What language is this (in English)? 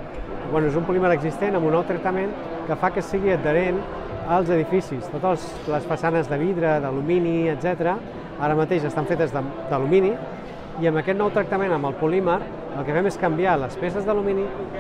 Catalan